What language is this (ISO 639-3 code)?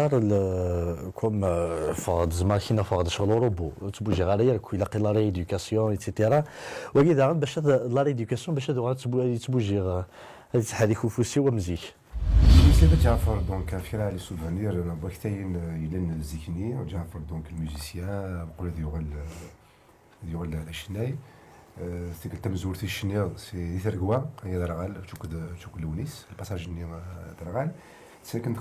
kab